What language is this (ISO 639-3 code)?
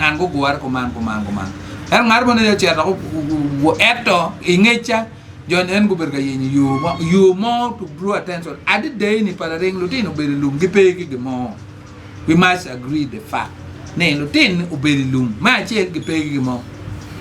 ach